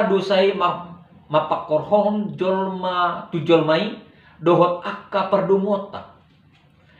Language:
Batak Toba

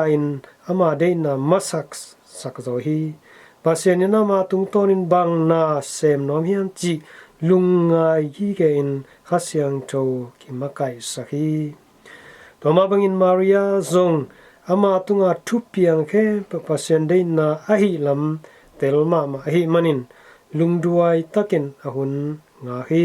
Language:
Tedim Chin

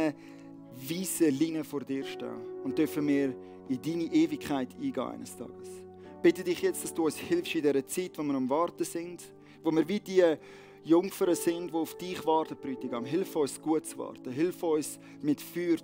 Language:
Swiss German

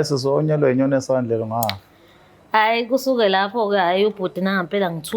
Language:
Zulu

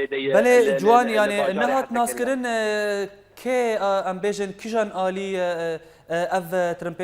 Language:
Kurdish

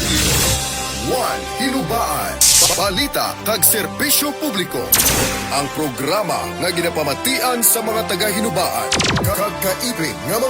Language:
Hiligaynon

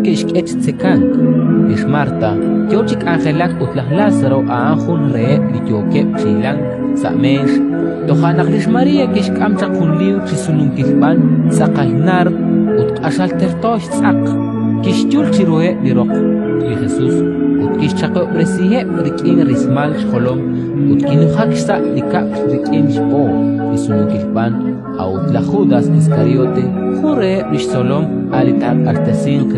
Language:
Kekchí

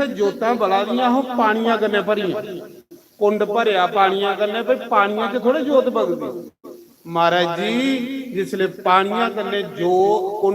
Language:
Dogri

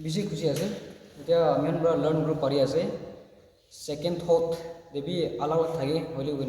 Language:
Naga Pidgin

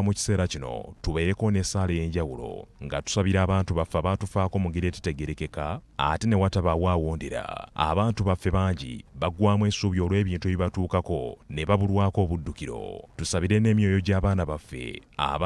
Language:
Ganda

